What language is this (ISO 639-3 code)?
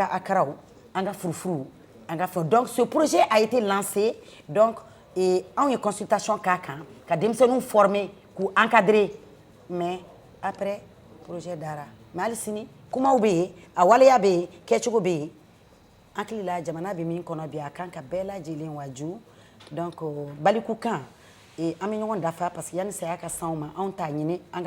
bam